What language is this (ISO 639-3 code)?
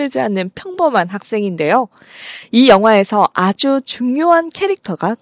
kor